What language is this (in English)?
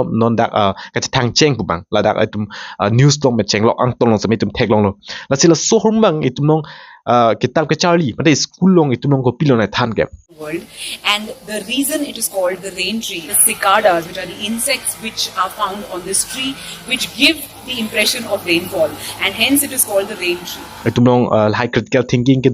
Karbi